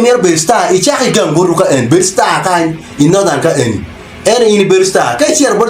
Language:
Acoli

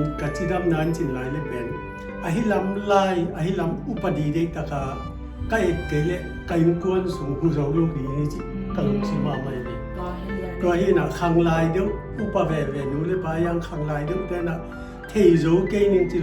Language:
Tedim Chin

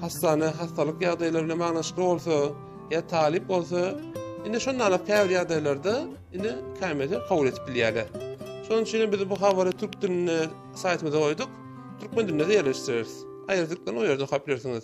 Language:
Turkmen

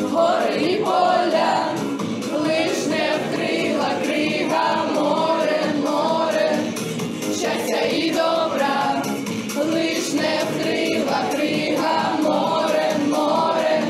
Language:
Ukrainian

